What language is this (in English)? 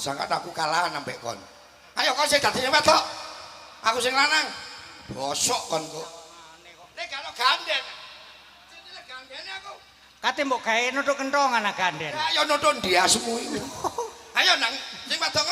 Javanese